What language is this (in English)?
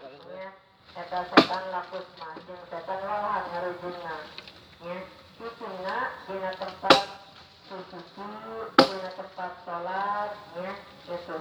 Sundanese